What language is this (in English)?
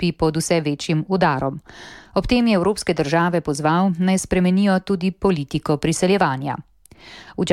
Slovenian